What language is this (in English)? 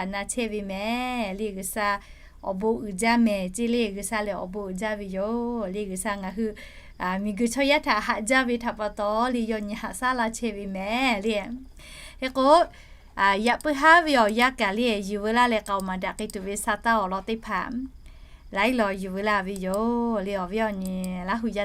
Lahu